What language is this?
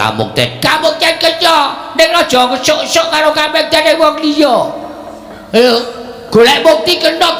Javanese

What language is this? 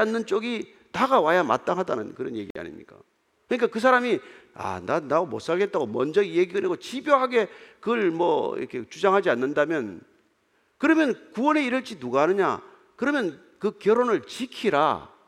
Korean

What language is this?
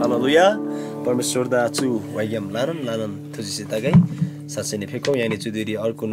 Eastern Tamang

